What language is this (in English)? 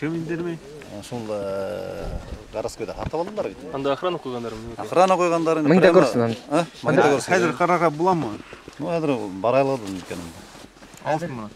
Bashkir